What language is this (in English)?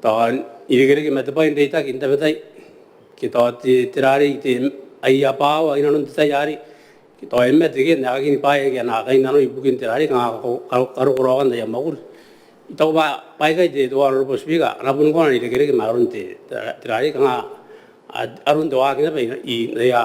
Gilbertese